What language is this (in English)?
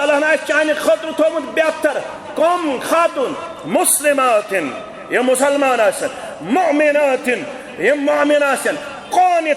Kashmiri